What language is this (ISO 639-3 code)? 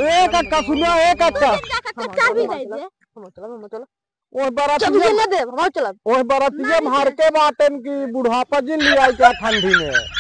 awa